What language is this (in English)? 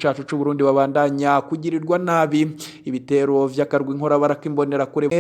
Rundi